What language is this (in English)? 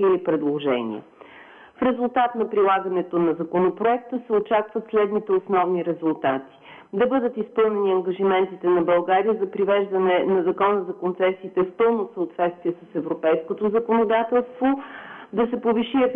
Bulgarian